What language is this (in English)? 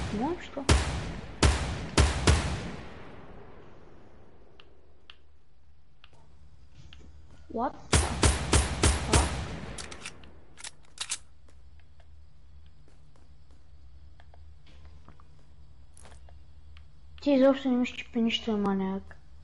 Bulgarian